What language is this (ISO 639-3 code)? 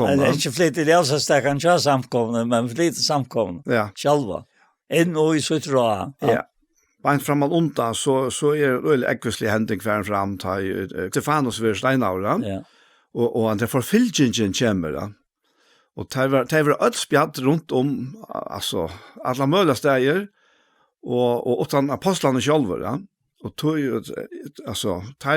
fao